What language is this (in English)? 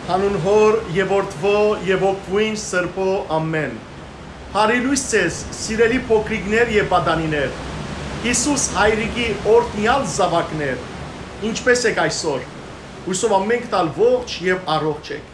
Western Armenian